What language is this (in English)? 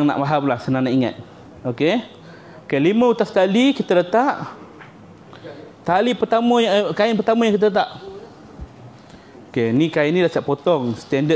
Malay